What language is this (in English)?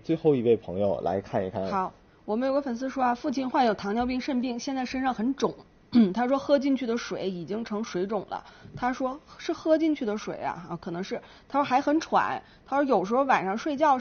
Chinese